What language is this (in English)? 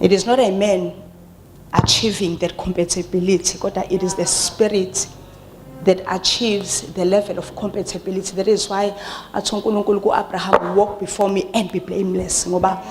Zulu